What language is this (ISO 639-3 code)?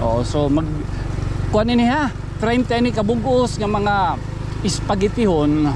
war